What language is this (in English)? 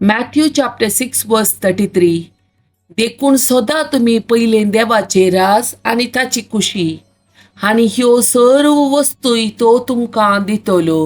Konkani